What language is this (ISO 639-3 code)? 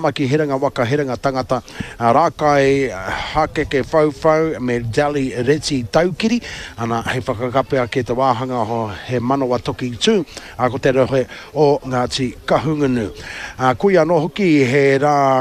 mri